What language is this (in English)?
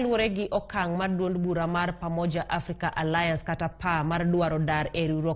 Luo (Kenya and Tanzania)